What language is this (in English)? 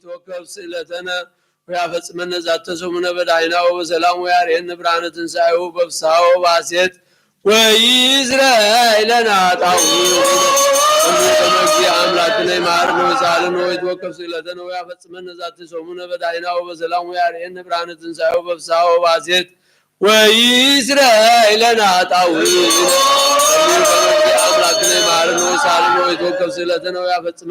Geez